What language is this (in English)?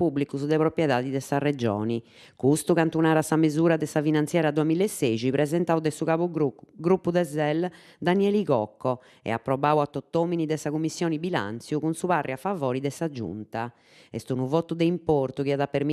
Sardinian